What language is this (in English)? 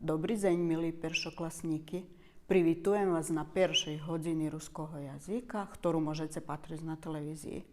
Rusyn